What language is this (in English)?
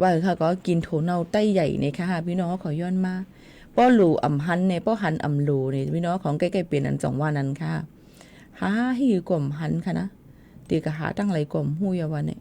Shan